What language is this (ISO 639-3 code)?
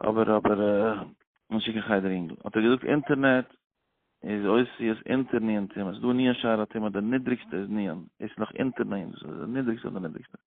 yid